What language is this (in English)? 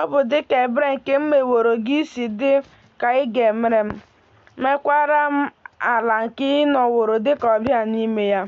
Igbo